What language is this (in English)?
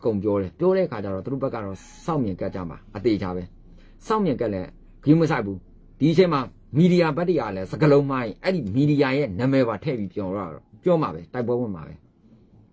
Burmese